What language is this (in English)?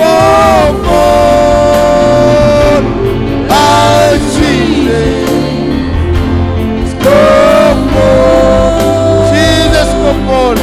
Marshallese